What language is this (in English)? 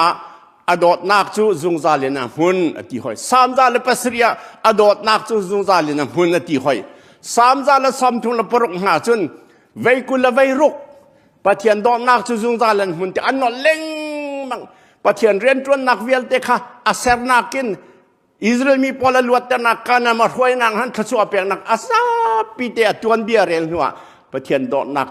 Hakha Chin